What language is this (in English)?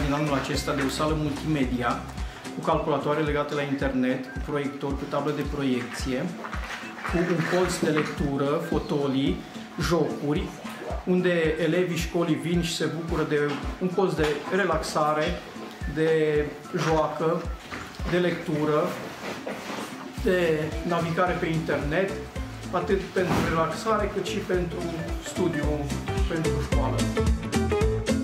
Romanian